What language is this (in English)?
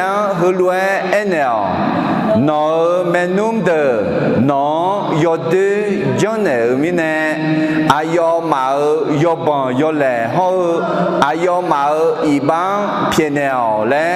Akha